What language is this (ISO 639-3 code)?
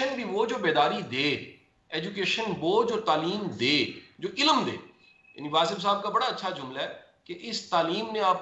urd